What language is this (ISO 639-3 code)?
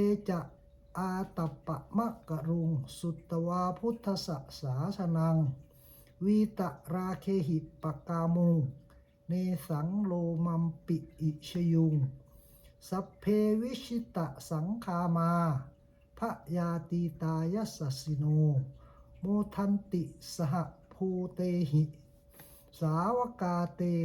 pli